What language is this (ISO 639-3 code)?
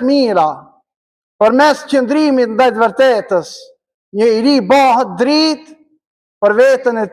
sqi